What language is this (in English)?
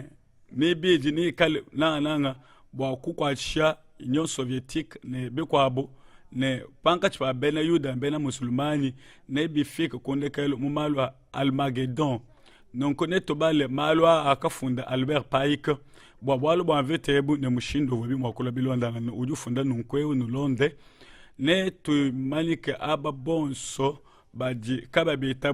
Luba-Lulua